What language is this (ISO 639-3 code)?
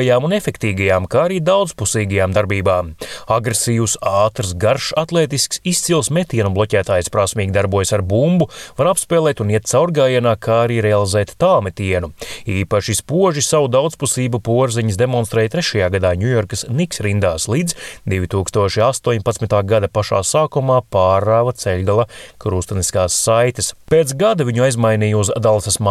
lav